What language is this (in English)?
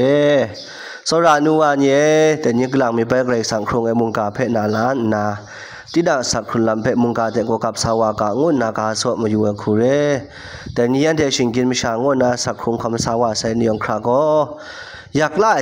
Kachin